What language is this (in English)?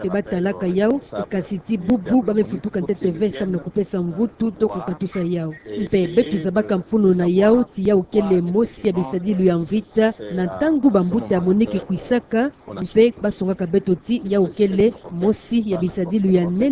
Kituba (Democratic Republic of Congo)